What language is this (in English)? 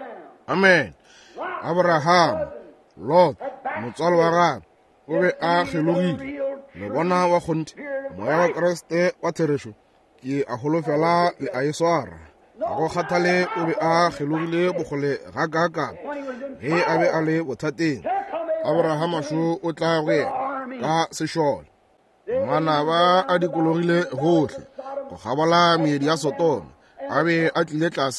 Northern Sotho